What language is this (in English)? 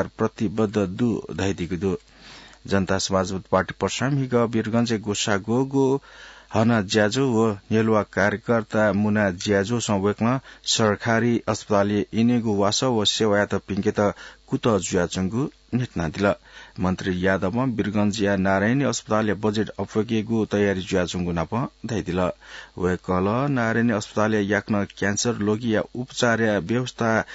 Newari